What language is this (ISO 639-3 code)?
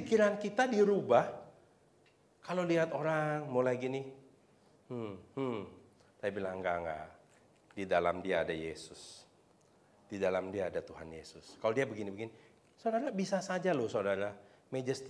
ind